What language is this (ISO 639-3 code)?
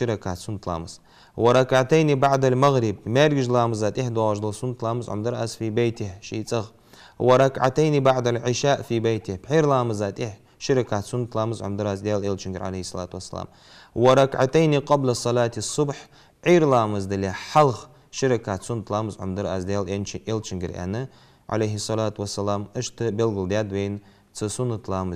inh